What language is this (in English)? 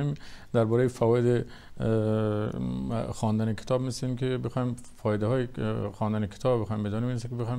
Persian